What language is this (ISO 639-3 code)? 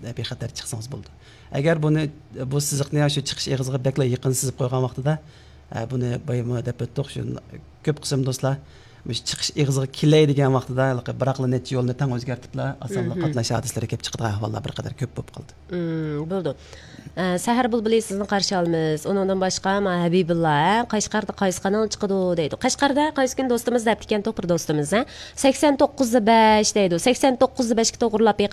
uig